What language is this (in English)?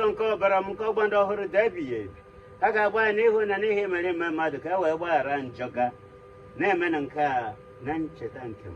Igbo